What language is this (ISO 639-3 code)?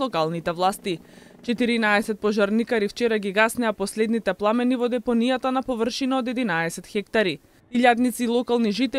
mkd